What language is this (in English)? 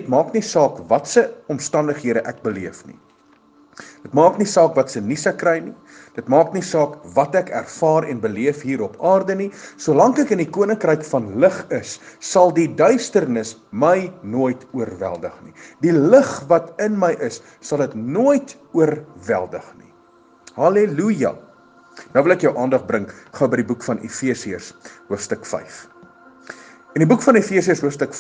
Afrikaans